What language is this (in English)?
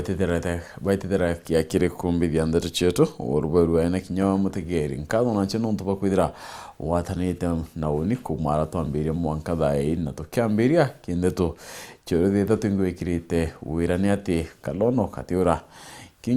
Meru